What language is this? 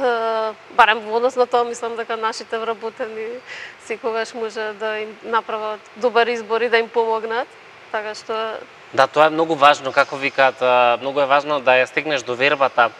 Macedonian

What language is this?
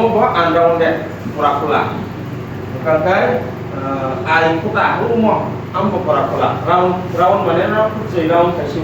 Kok Borok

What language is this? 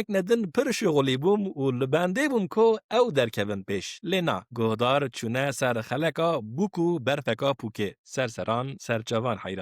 Kurdish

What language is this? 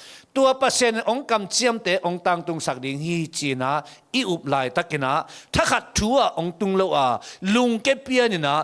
Tedim Chin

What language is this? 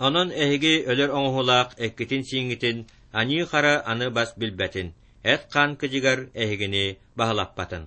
Yakut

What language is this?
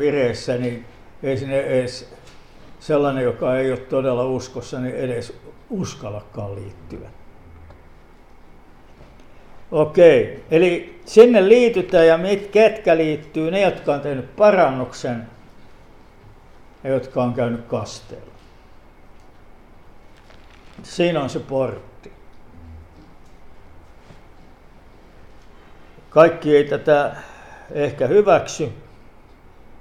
Finnish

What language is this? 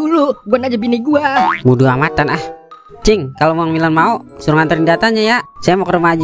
Betawi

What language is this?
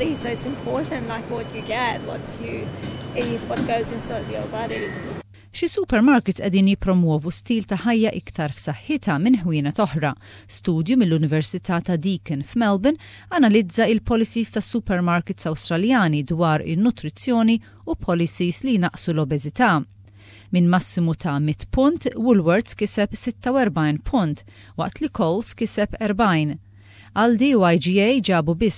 Maltese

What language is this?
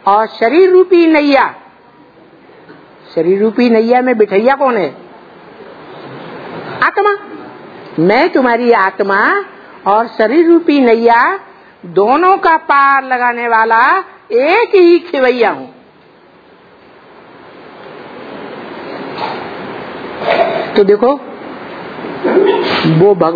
Hindi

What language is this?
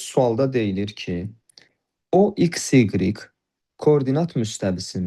Azerbaijani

